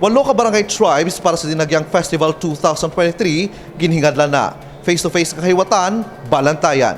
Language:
Hiligaynon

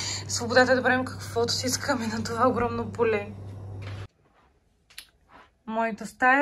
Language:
Bulgarian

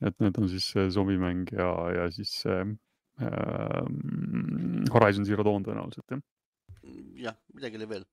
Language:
Estonian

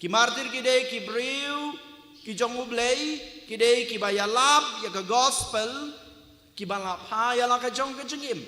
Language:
Khasi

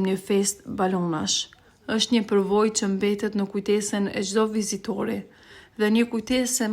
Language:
Albanian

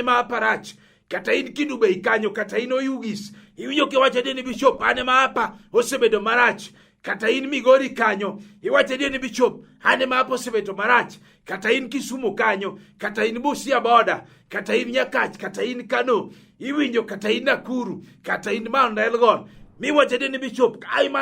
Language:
Luo (Kenya and Tanzania)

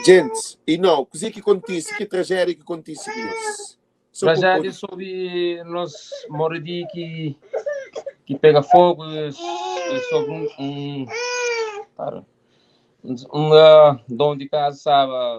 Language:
Kabuverdianu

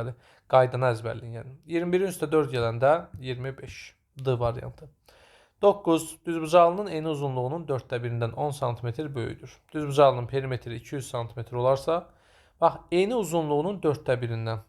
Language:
Azerbaijani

